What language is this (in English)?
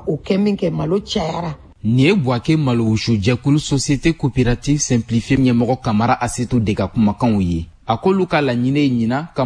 Bambara